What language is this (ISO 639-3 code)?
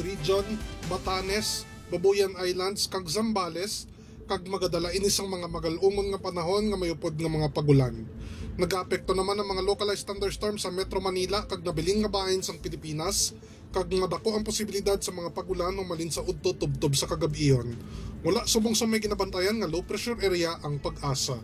hil